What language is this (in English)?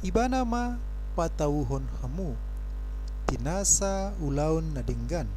Batak Toba